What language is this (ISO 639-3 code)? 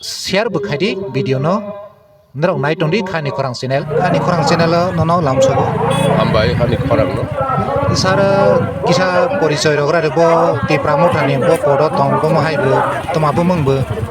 trp